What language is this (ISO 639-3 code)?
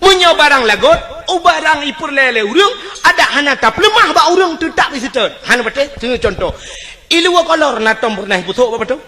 ace